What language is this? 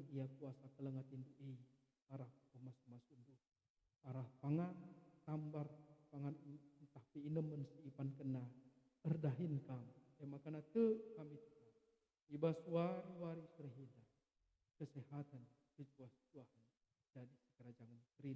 Batak Karo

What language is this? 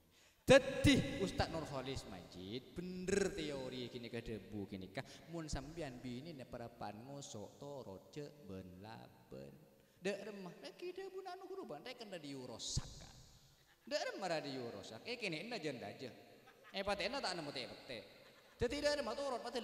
Madurese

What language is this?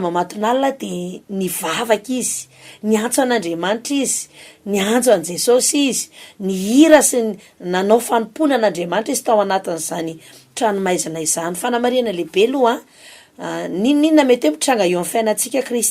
Malagasy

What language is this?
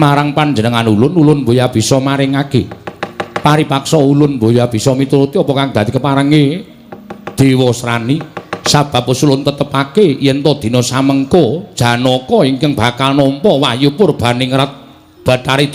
Javanese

